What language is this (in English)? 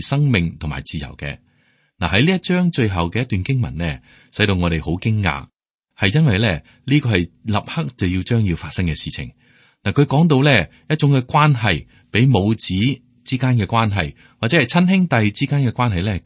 Cantonese